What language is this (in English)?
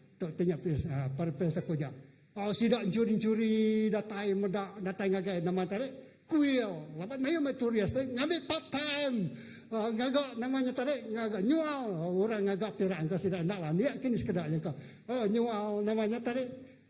Iban